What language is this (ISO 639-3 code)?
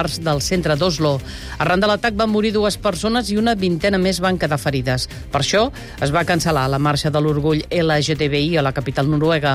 cat